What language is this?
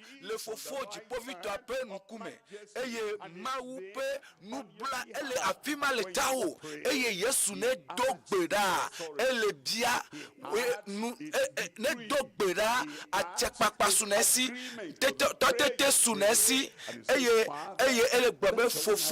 Ewe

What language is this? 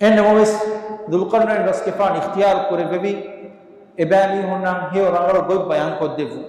Divehi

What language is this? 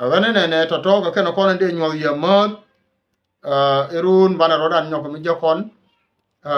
Nuer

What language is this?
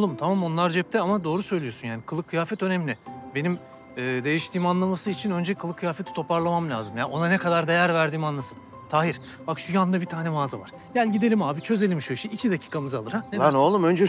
Turkish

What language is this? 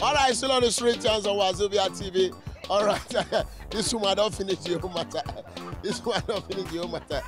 Nigerian Pidgin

